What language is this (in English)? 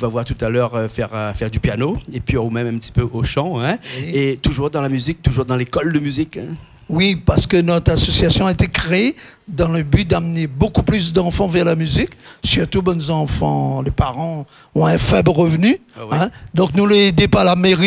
Réunion Creole French